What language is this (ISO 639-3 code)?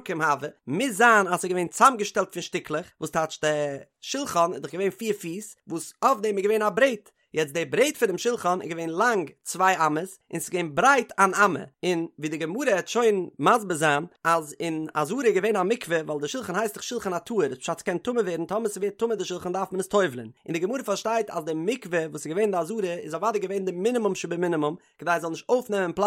yid